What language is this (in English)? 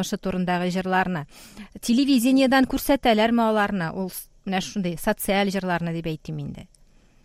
Tatar